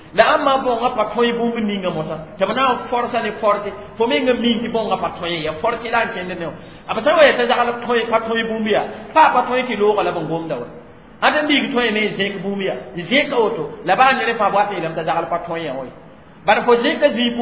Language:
Mossi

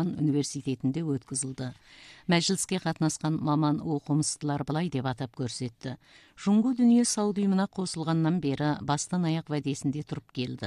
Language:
Kazakh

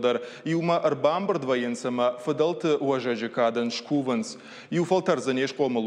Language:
Ossetic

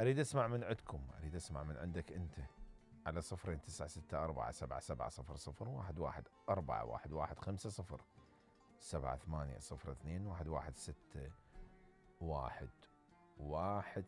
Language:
Mesopotamian Arabic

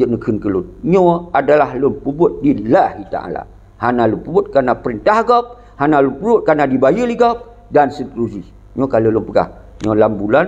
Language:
Achinese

